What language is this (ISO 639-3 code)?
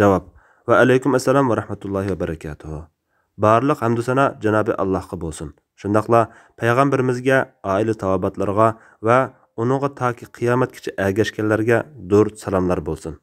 uig